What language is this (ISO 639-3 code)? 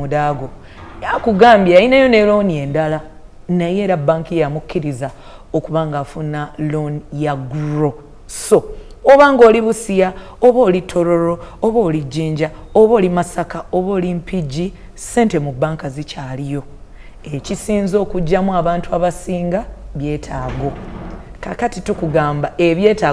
lug